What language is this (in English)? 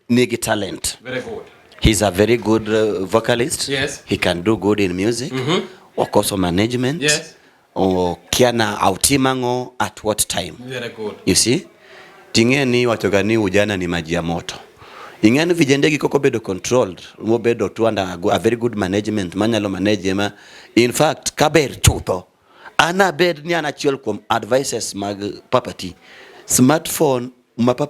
Luo (Kenya and Tanzania)